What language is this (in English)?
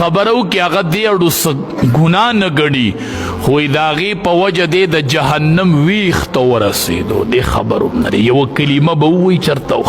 Pashto